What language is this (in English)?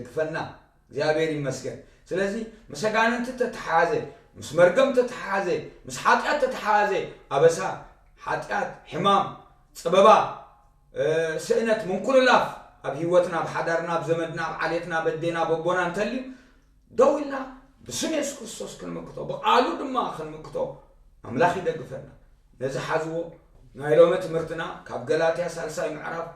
Tigrinya